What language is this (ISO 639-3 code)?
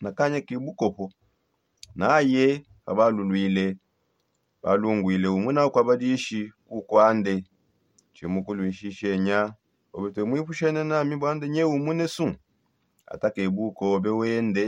sop